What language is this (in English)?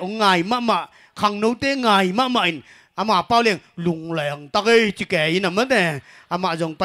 Tedim Chin